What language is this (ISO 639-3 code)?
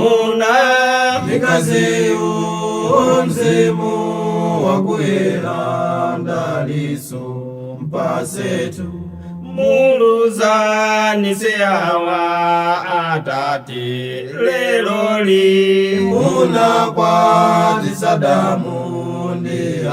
nya